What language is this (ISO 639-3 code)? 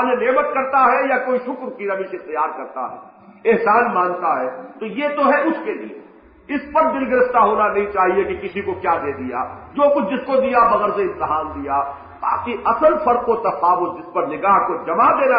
urd